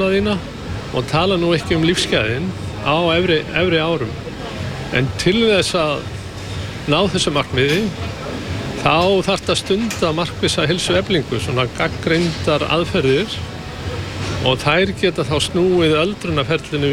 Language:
Icelandic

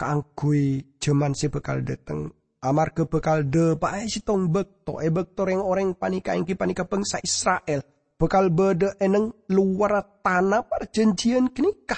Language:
Madurese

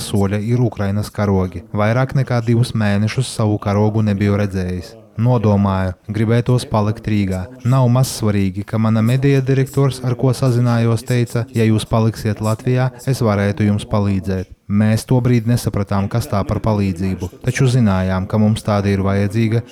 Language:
Latvian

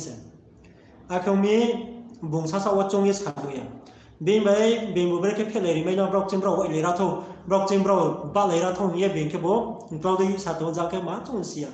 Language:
Riang (India)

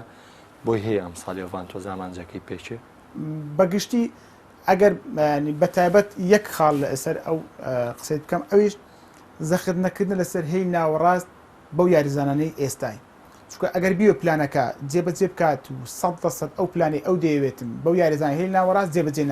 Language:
Central Kurdish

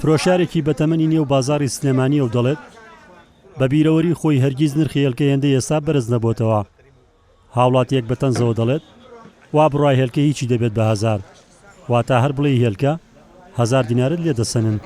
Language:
Central Kurdish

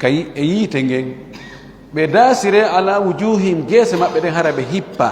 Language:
Fula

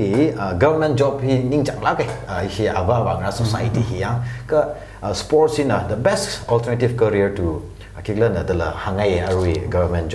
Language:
Tangkhul Naga (India)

